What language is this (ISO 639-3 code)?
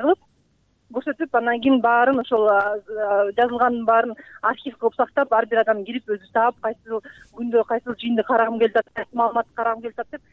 kir